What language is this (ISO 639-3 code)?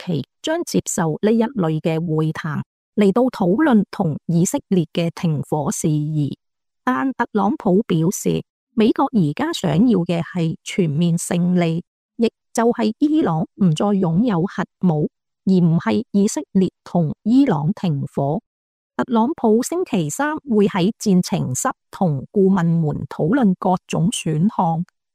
yue